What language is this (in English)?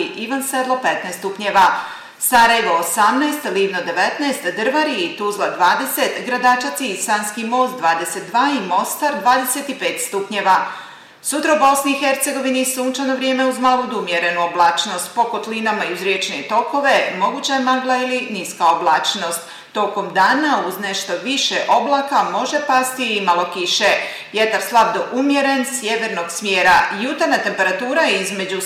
Bosnian